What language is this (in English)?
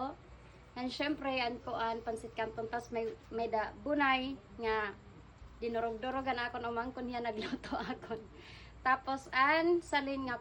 Waray